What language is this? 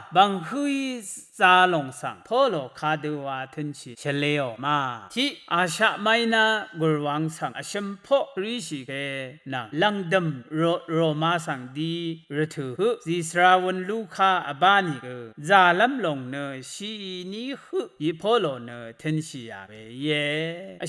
Rawang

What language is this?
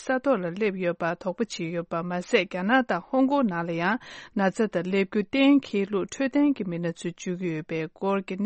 Tibetan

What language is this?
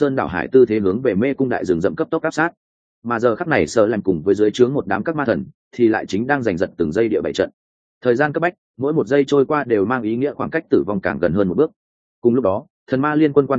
Vietnamese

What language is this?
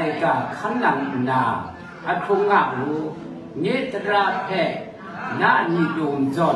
Kachin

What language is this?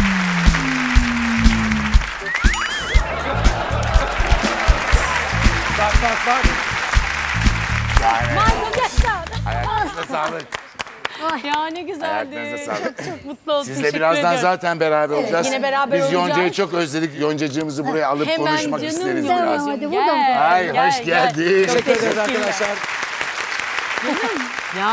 Turkish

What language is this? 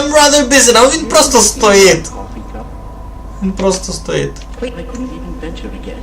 Rusyn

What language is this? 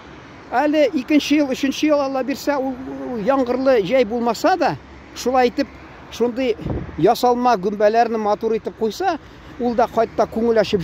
Tatar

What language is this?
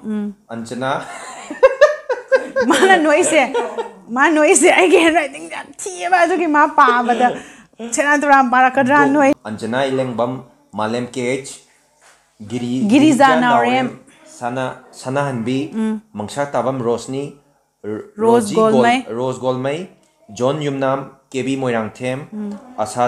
Manipuri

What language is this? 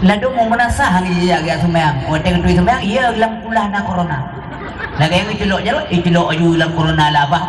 Achinese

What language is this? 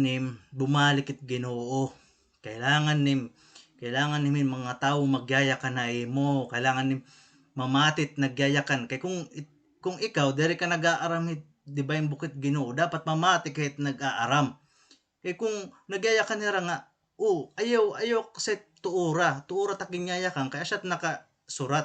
Waray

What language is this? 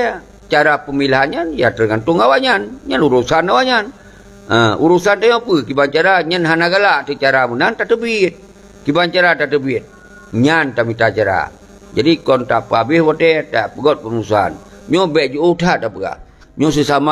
Achinese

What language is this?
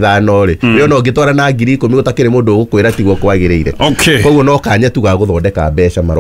Kikuyu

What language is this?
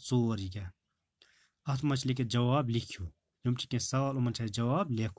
Kashmiri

